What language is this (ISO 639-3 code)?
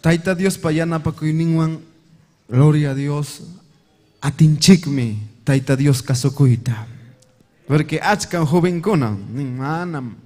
quy